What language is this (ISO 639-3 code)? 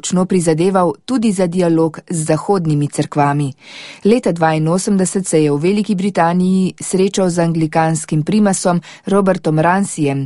slv